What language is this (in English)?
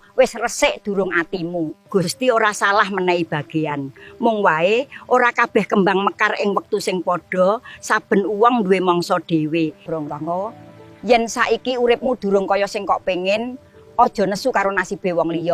Javanese